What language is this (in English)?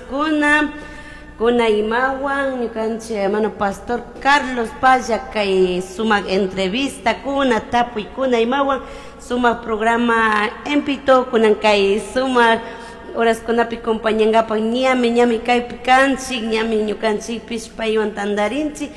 Chimborazo Highland Quichua